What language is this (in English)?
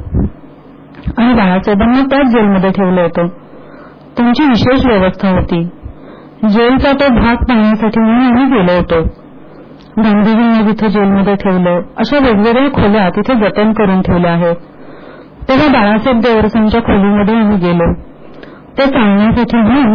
Marathi